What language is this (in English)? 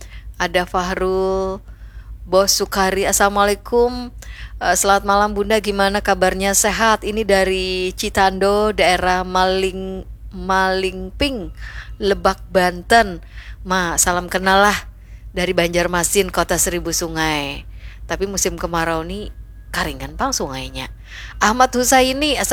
Banjar